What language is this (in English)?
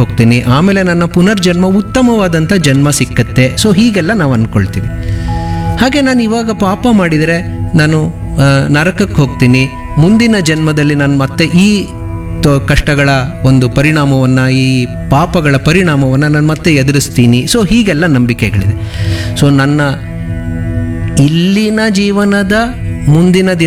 Kannada